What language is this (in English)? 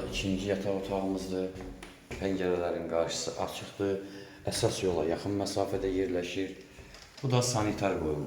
Azerbaijani